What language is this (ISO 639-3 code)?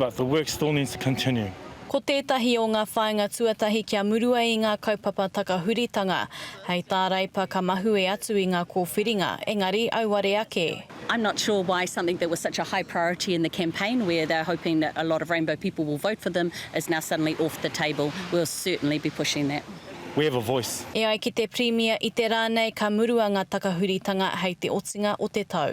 mri